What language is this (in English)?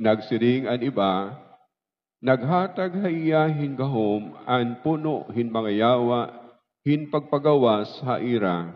Waray